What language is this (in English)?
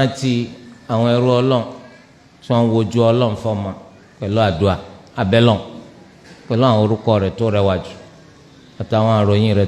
Yoruba